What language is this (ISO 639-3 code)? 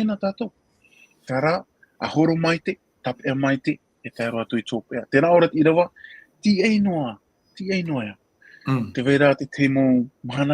tah